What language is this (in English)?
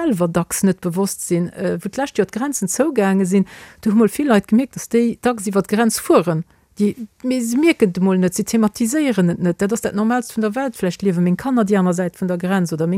Luxembourgish